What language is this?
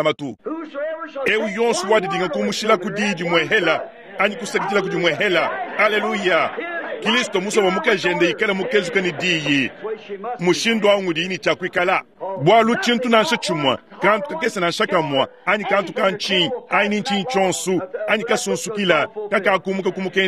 Luba-Lulua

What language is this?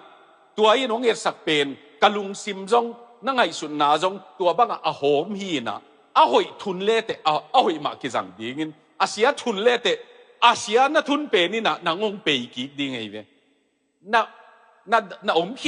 Tedim Chin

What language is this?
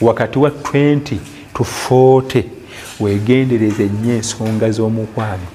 Ganda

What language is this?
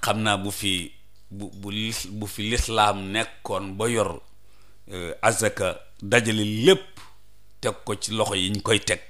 Wolof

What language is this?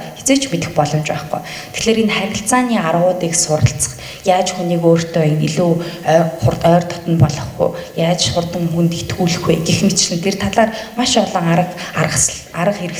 Mongolian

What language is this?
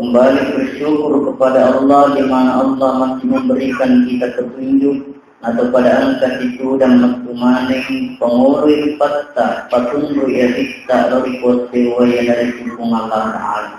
Buginese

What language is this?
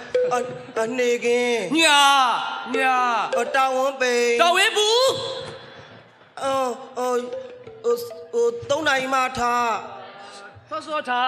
Burmese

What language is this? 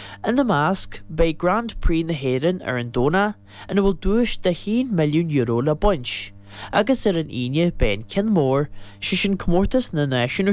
Irish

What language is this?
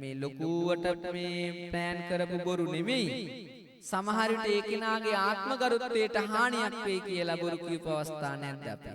Sinhala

